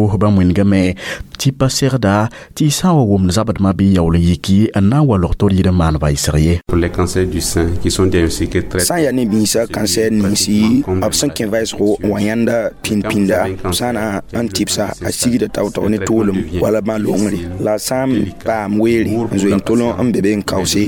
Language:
Mossi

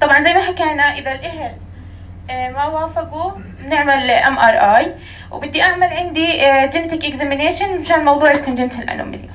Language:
North Levantine Arabic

